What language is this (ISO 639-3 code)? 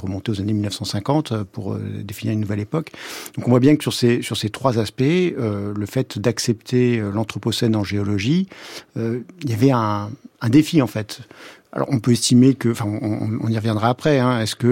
fra